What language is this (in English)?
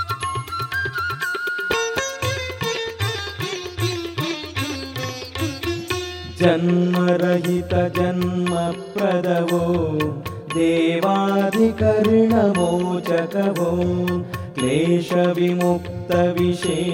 Kannada